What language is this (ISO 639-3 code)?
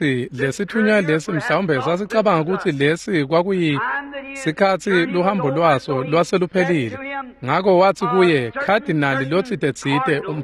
ssw